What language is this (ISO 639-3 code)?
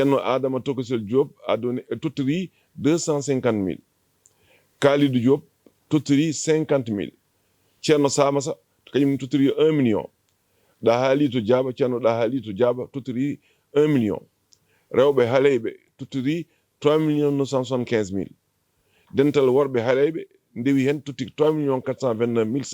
ful